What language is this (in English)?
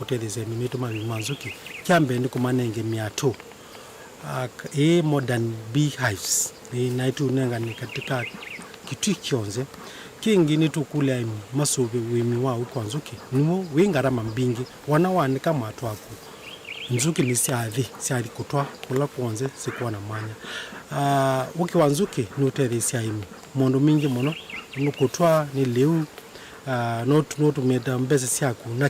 Kamba